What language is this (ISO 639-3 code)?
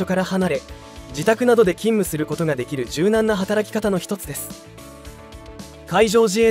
jpn